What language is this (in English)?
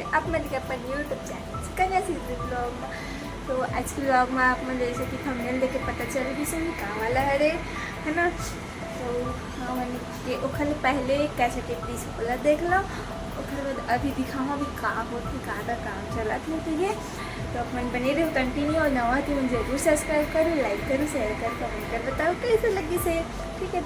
Chhattisgarhi